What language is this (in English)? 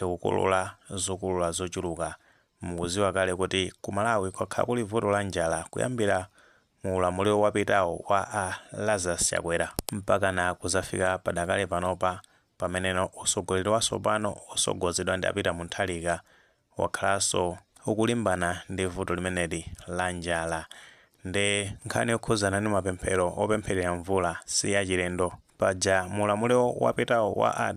Nyanja